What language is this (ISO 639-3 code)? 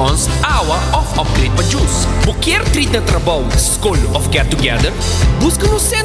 pap